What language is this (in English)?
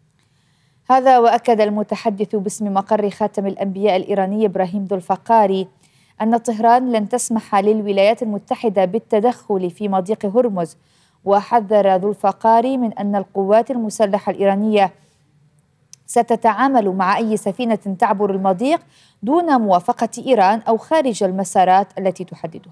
Arabic